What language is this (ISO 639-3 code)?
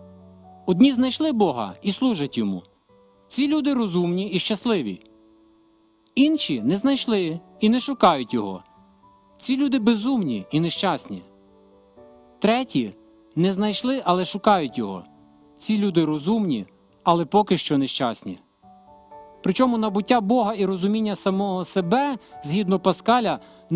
ukr